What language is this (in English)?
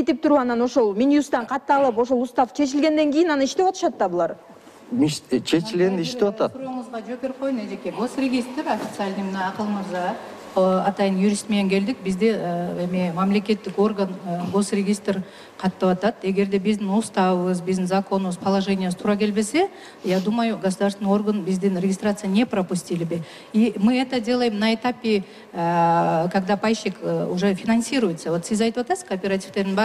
Kyrgyz